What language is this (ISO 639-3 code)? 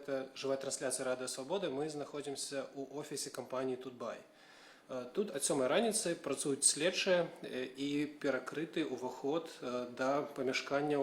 bel